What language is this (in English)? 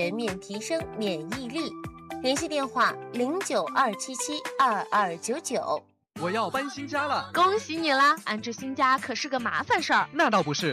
Chinese